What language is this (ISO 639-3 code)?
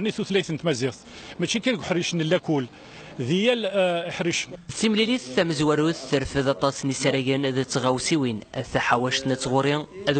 kab